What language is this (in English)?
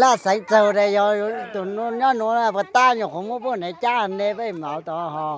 Hmong